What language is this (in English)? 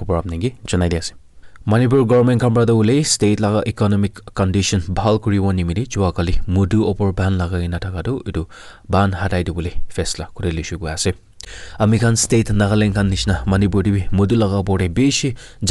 Naga Pidgin